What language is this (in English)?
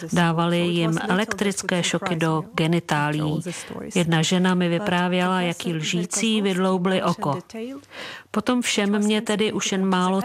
Czech